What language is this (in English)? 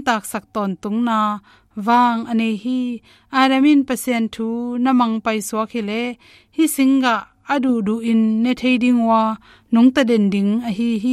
Tedim Chin